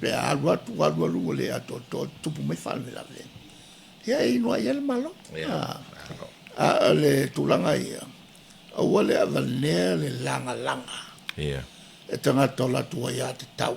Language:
Samoan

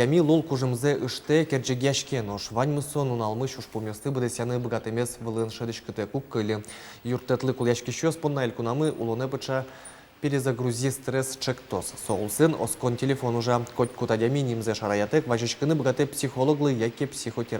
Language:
Udmurt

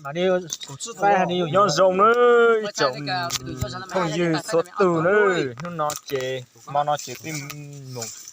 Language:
Hmong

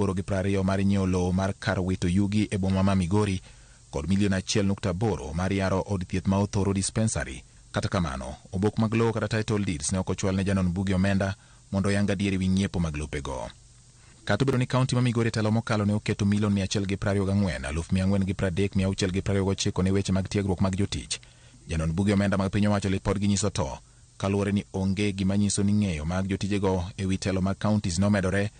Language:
Luo (Kenya and Tanzania)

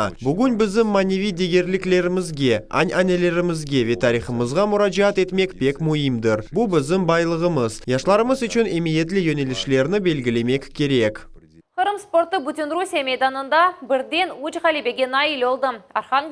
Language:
Crimean Tatar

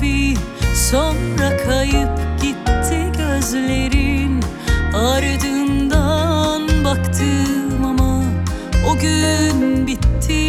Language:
Turkish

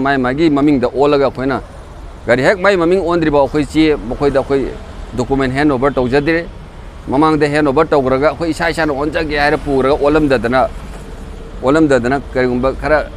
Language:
Manipuri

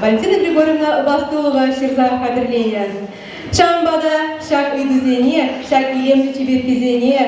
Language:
Chuvash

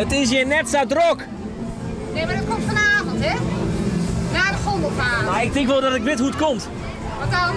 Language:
Western Frisian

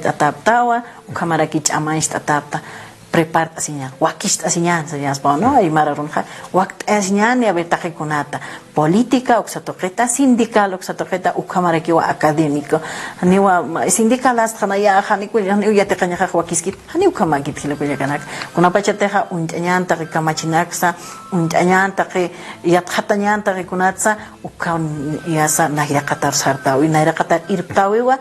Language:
Aymara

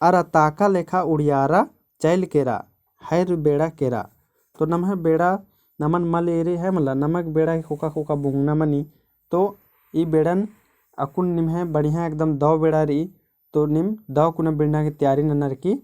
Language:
Kurukh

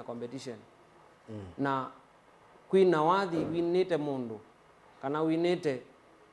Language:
Kamba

